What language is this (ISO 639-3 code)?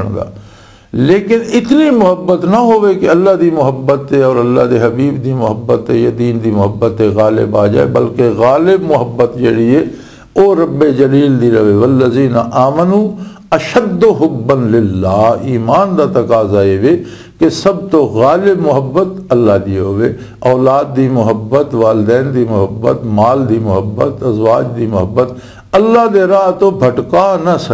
lah